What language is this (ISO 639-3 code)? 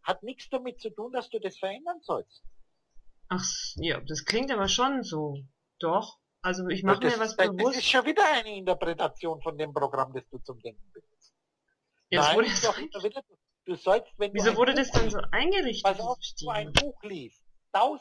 deu